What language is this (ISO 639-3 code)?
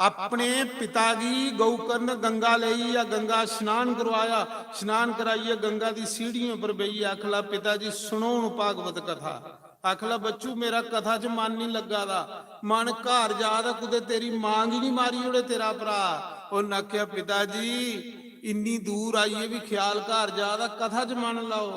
doi